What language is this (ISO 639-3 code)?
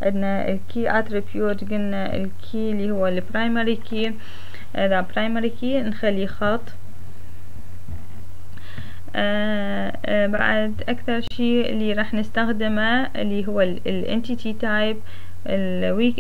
acm